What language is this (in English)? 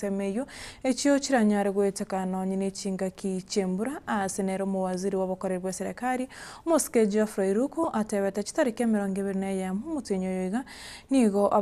Gusii